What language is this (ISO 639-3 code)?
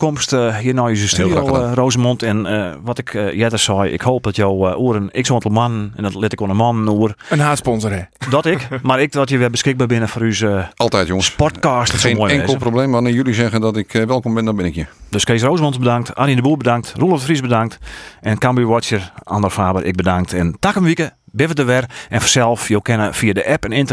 fry